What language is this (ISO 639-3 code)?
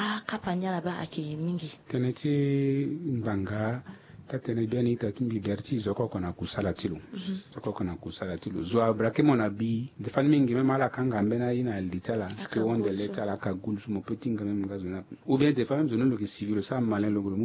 sag